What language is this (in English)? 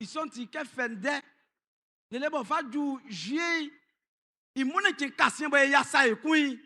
Baoulé